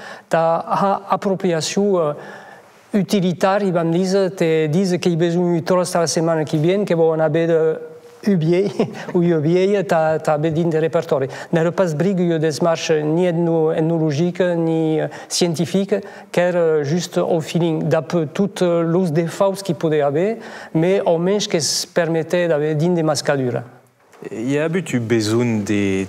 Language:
Occitan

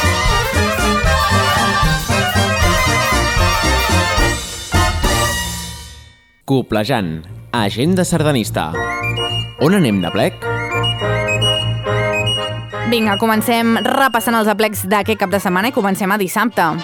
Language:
Catalan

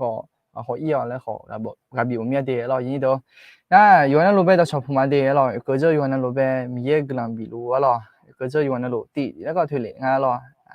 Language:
Akha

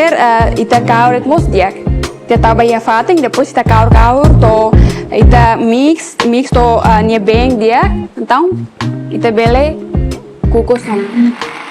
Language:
Tetum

